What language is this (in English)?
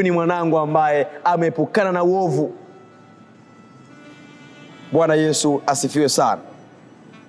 Swahili